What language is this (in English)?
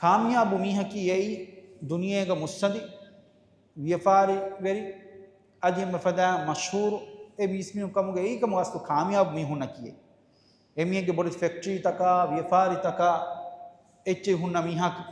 Divehi